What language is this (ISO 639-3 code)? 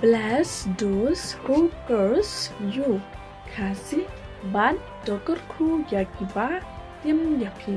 kha